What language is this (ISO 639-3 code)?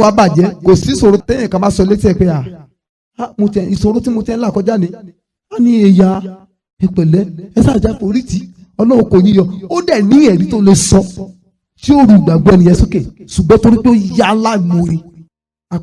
yor